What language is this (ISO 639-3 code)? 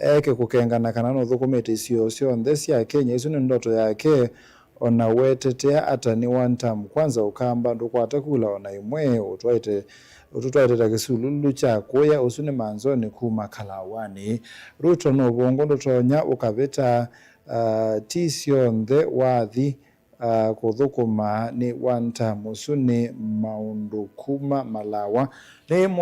kam